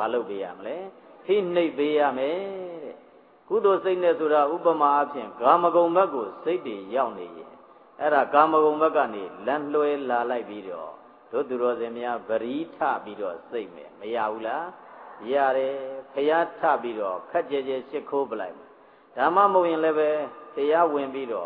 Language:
Burmese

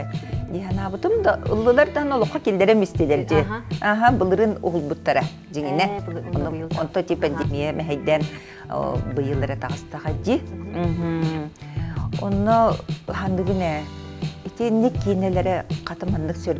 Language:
Yakut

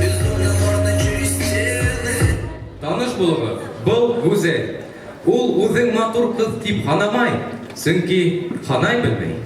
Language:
Bashkir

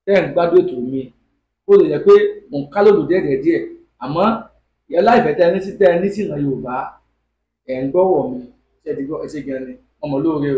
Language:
Yoruba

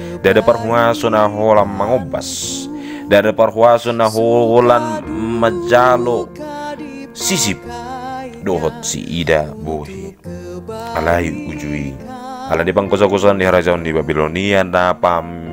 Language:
Batak Toba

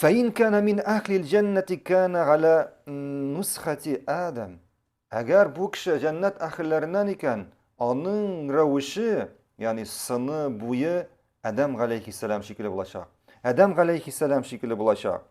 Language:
Tatar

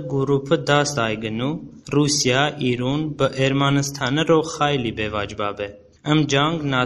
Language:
Talysh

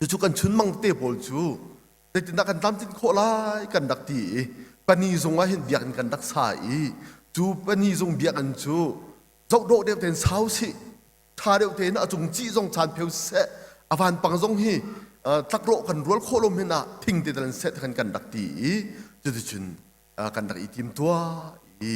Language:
Hakha Chin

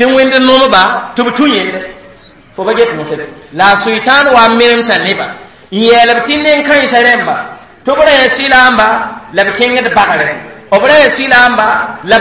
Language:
Mossi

